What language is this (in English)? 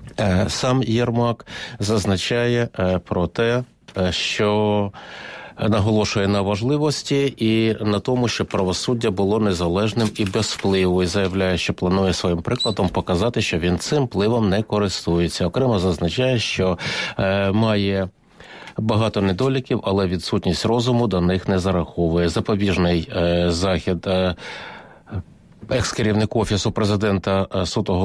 Ukrainian